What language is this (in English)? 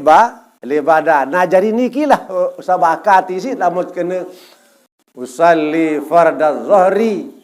Sasak